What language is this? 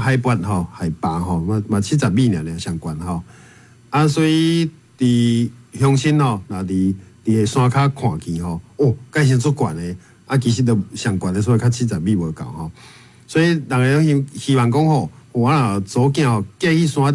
Min Nan Chinese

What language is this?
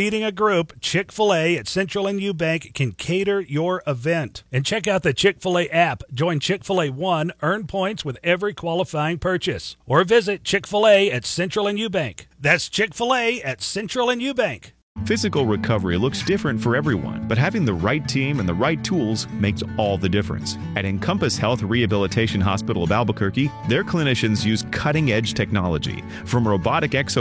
English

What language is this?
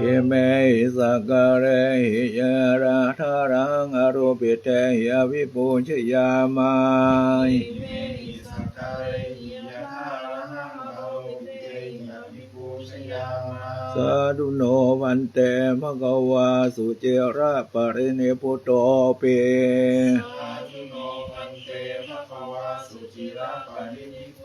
Pali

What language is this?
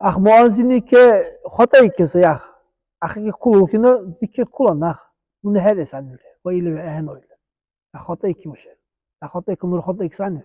Dargwa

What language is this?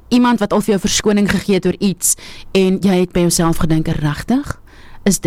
Afrikaans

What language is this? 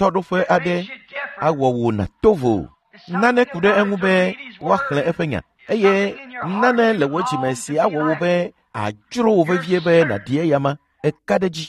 Ewe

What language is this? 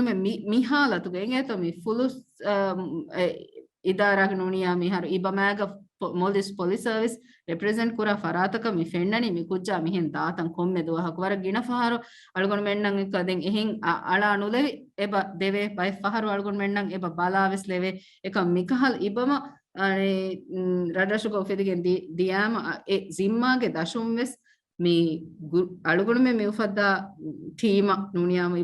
Divehi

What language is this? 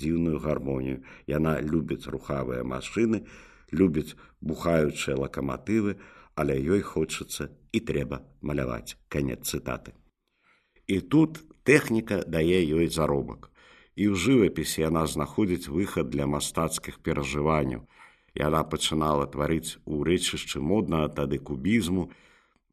Belarusian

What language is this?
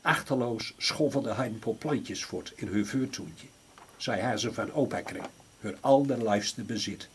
Gronings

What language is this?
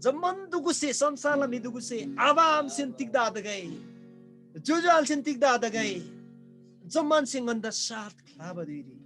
Eastern Tamang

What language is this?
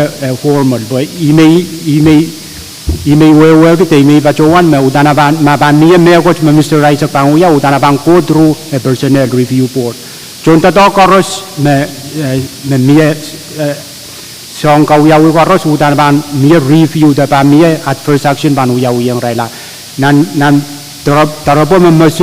Pohnpeian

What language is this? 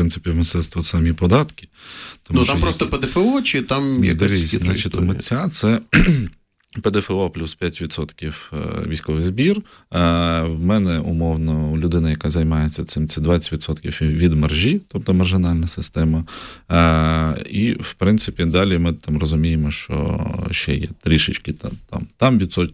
Ukrainian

